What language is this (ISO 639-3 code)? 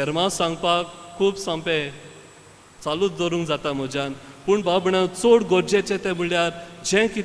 kok